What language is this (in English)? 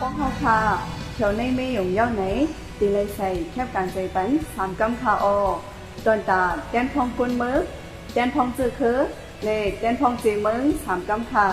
Shan